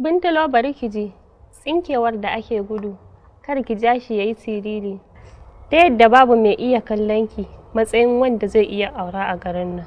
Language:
Hausa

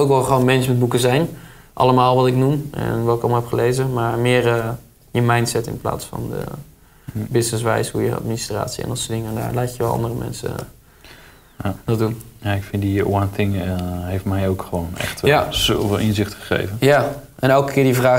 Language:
Dutch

